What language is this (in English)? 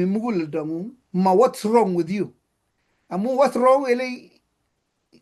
Kalenjin